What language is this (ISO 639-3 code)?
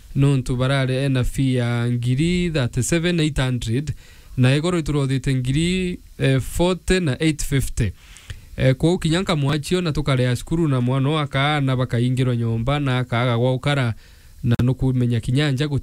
mer